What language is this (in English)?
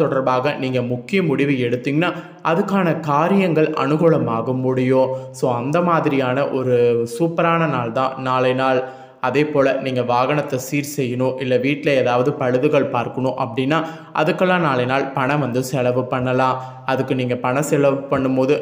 Tamil